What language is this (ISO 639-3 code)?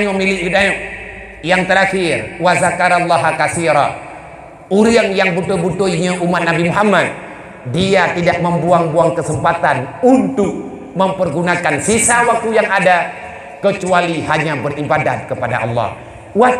ace